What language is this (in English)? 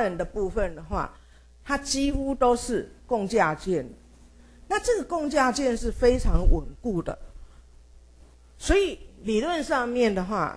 Chinese